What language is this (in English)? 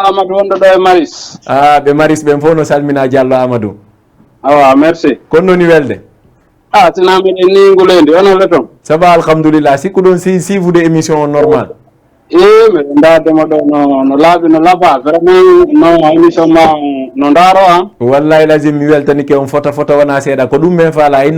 Fula